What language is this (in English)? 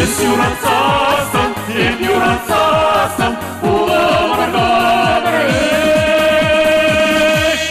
Chuvash